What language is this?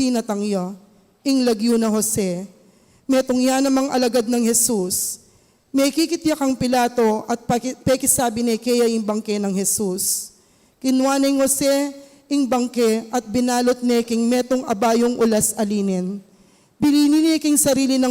Pampanga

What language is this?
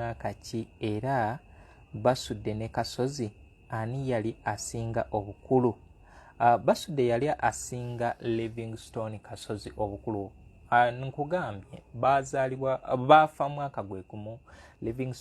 Ganda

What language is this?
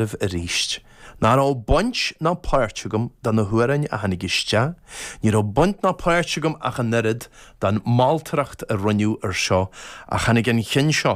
Irish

